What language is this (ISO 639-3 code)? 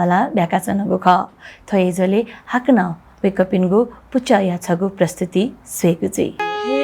new